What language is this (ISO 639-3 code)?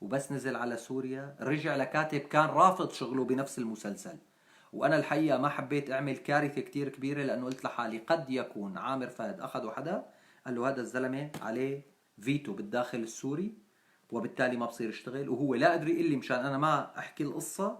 apc